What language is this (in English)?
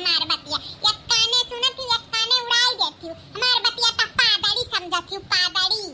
Awadhi